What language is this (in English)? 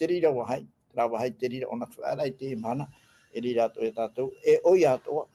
Tahitian